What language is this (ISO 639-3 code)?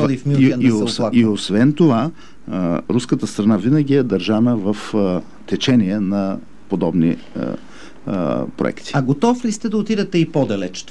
bul